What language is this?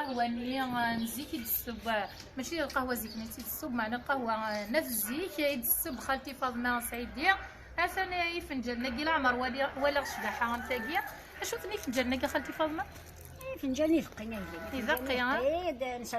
Kabyle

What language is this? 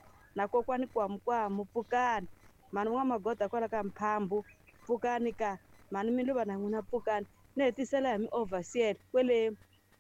Tsonga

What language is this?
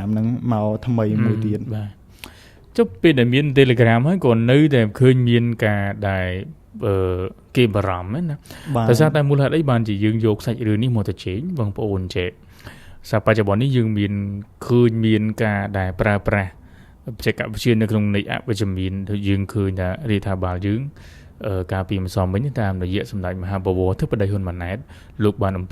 Khmer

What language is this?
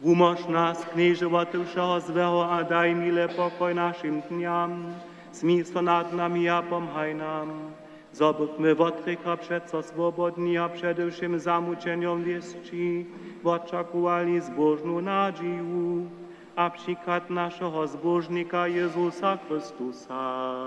Upper Sorbian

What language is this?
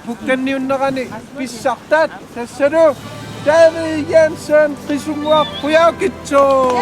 Kalaallisut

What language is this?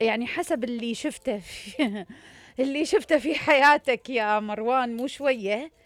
Mesopotamian Arabic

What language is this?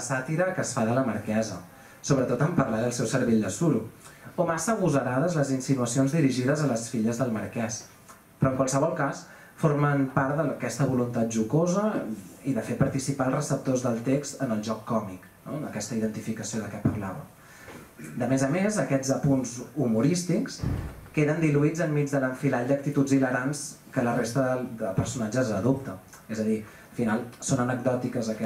Catalan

